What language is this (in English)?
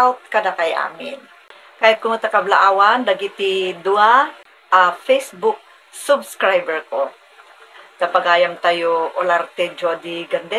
Iloko